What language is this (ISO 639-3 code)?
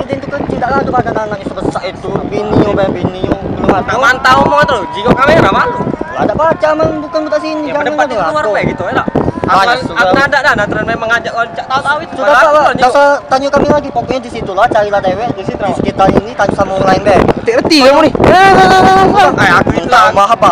mui